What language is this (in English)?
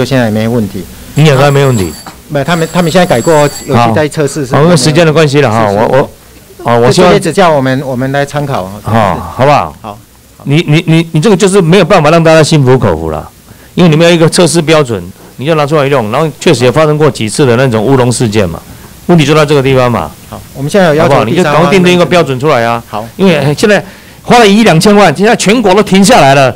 Chinese